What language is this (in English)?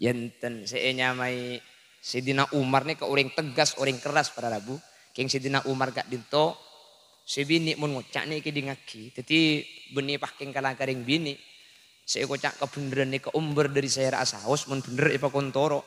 Madurese